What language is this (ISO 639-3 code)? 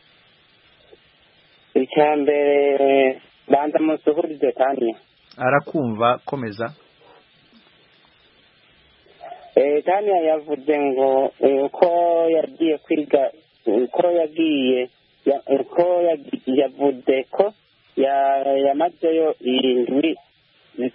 kin